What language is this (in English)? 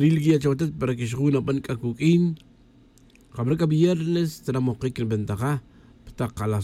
Tz'utujil